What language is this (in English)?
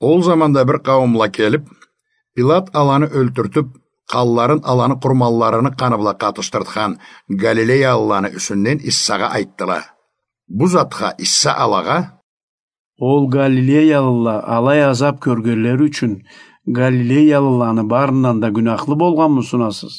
Karachay-Balkar